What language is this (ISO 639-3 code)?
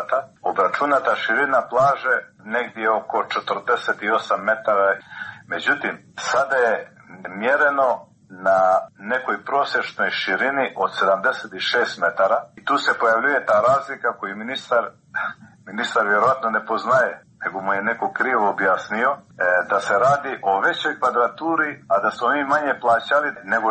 hrv